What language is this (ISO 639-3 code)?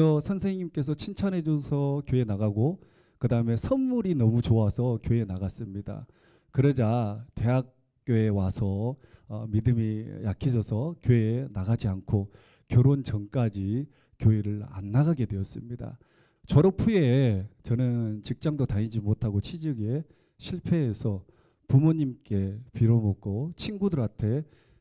kor